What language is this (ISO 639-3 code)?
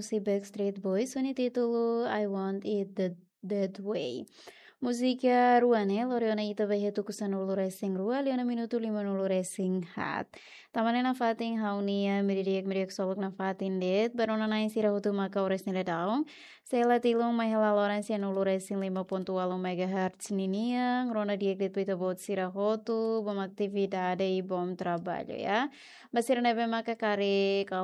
tet